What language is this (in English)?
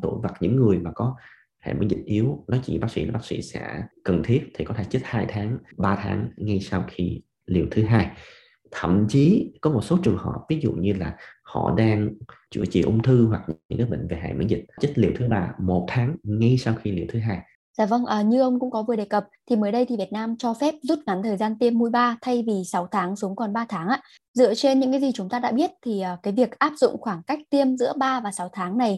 Vietnamese